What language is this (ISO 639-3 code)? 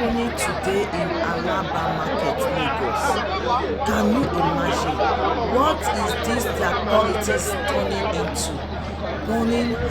pcm